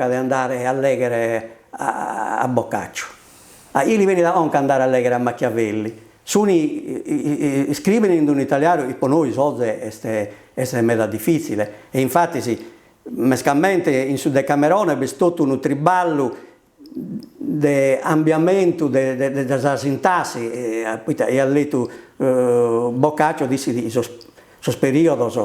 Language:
Sardinian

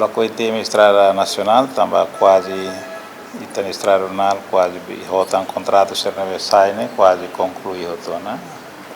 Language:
Tetum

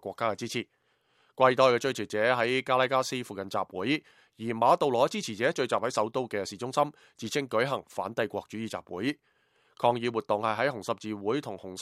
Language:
Cantonese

